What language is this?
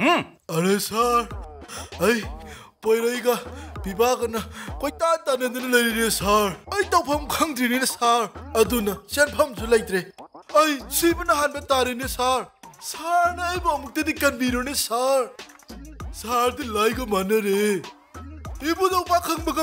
Manipuri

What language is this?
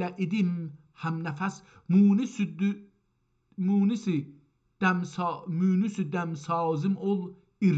South Azerbaijani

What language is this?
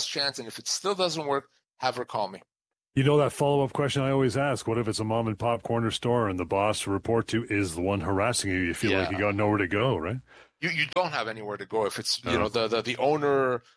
English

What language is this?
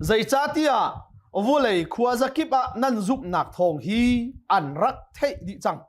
Hakha Chin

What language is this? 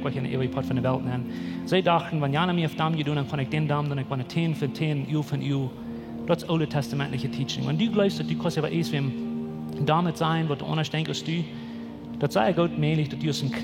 Plautdietsch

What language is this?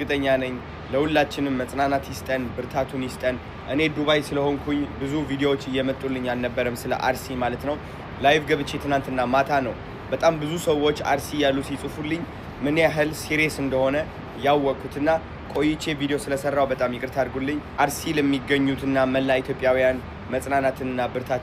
Amharic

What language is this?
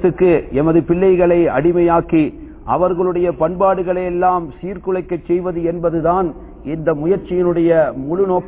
Tamil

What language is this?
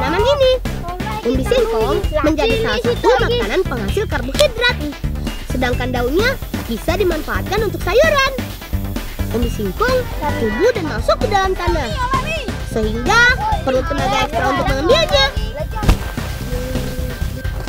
Indonesian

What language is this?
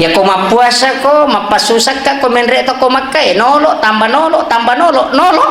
Buginese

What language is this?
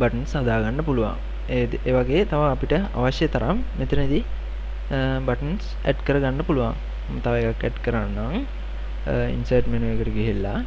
Sinhala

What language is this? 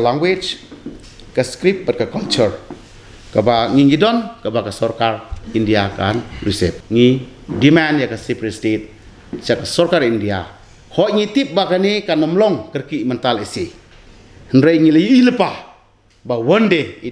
Khasi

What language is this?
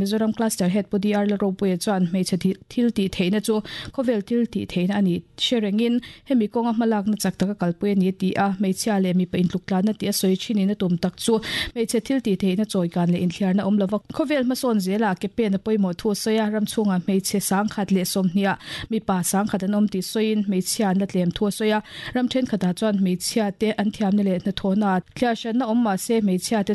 Mizo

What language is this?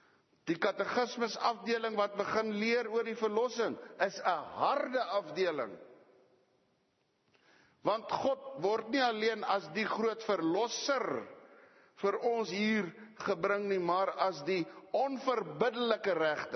Afrikaans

